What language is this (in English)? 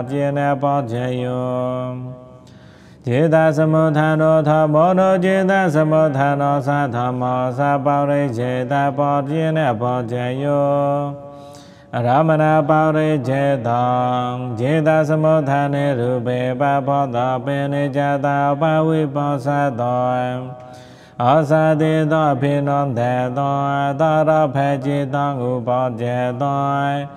Pali